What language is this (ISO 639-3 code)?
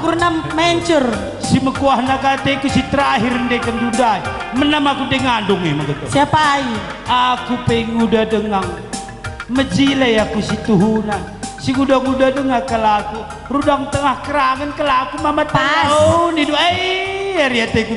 btx